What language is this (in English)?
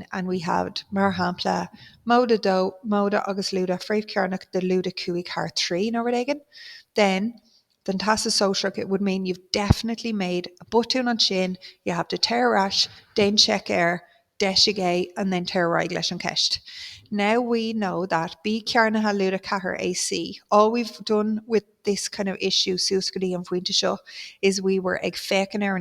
Irish